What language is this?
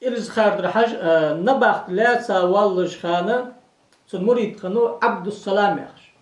Ingush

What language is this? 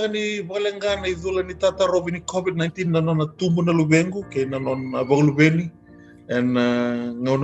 Fijian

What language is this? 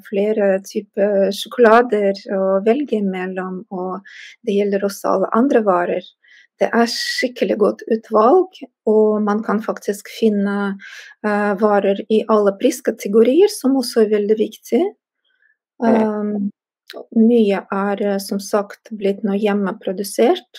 Norwegian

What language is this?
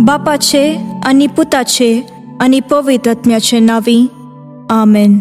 Konkani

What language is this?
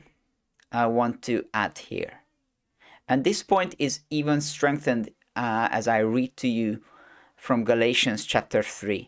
English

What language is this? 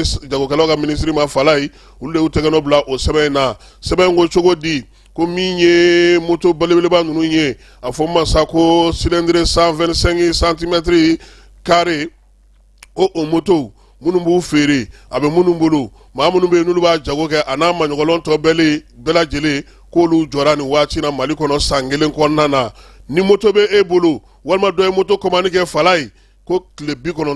Bambara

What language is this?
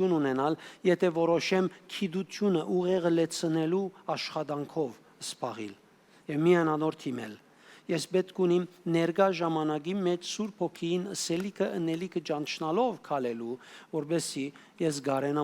Western Armenian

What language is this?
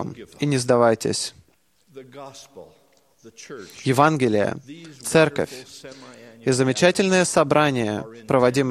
Russian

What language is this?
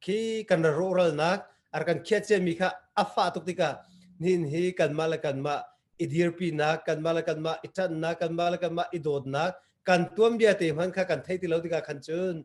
Hakha Chin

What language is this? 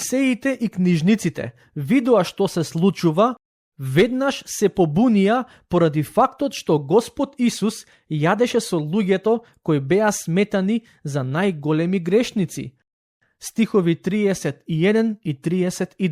Macedonian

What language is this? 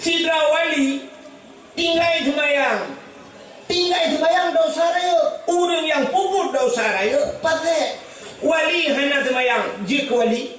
Achinese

